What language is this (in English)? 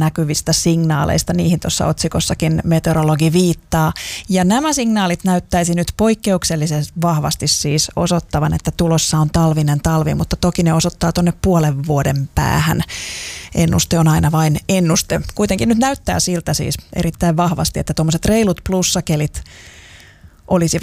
Finnish